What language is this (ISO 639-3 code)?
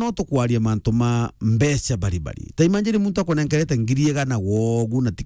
mer